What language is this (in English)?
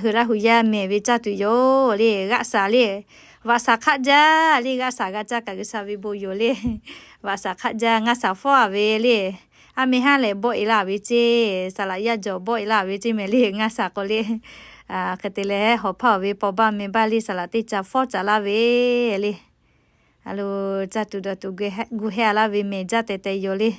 Lahu